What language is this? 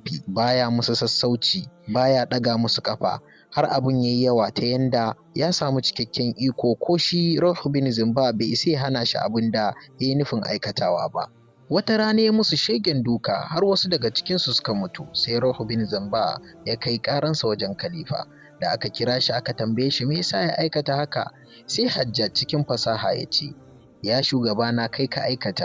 Hausa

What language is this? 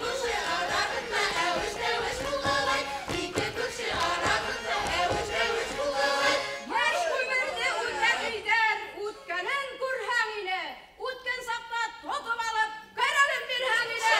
Bashkir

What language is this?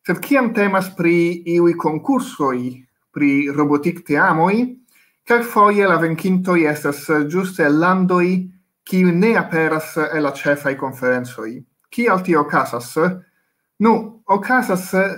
Esperanto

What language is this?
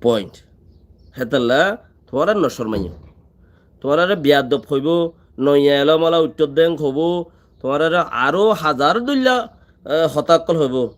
Rohingya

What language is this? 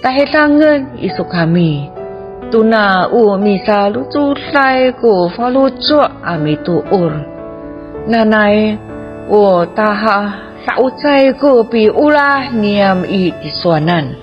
Amis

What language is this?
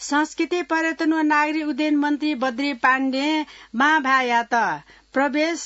Newari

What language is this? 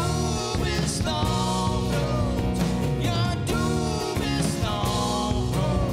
Gronings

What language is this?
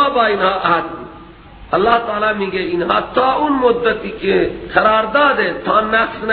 Persian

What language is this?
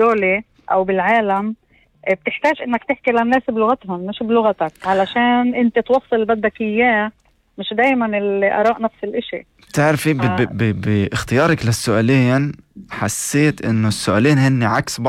North Levantine Arabic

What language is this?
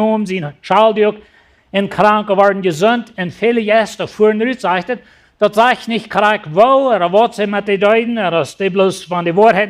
Plautdietsch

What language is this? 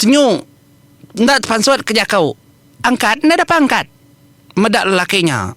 Iban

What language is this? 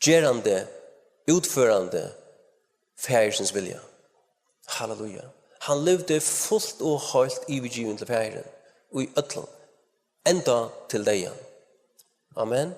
Faroese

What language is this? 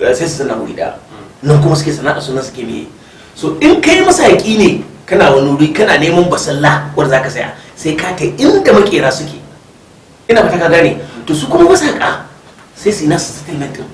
Hausa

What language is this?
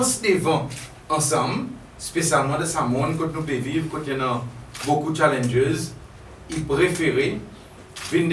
Seselwa Creole French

